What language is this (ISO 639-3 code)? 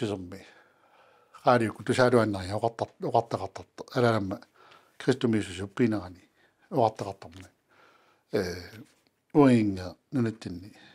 kal